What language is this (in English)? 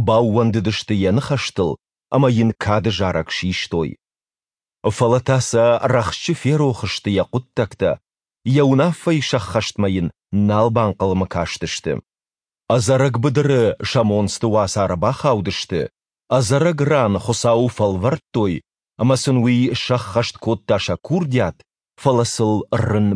Ossetic